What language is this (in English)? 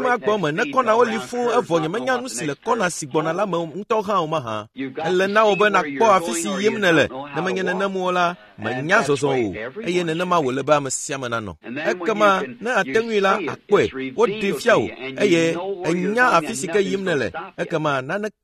Ewe